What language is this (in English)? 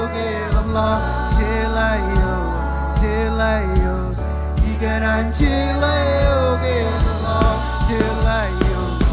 Marshallese